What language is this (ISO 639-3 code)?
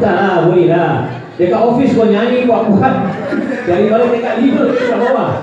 msa